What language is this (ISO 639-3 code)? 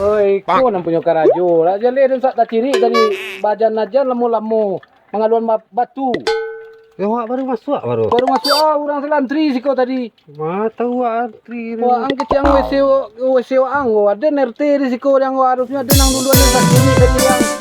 min